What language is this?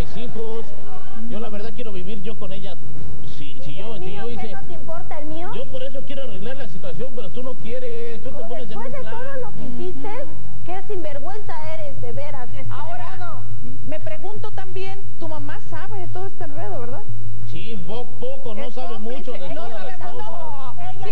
Spanish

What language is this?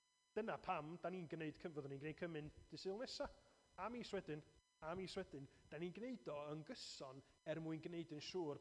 Welsh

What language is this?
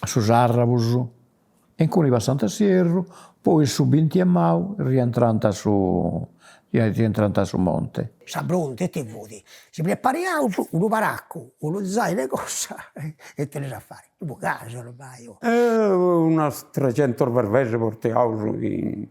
Sardinian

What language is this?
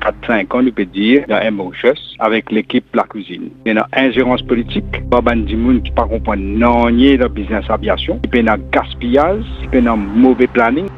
Morisyen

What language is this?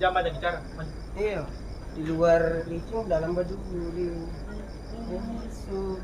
Ambonese Malay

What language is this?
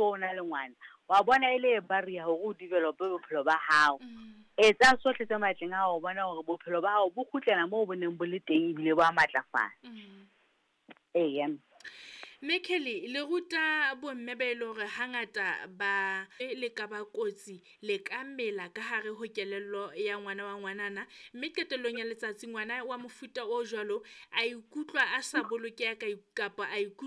Southern Sotho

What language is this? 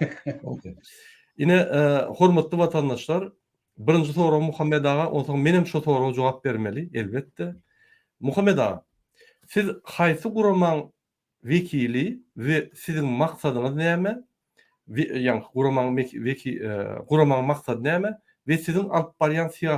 Turkmen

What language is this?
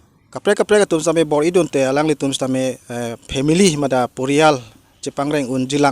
Karbi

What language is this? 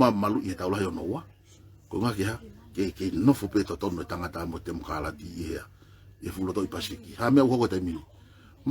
Tongan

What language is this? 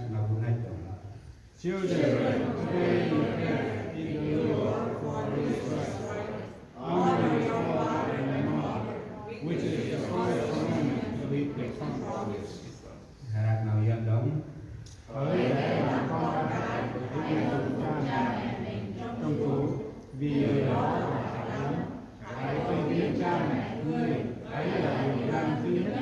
Central Mnong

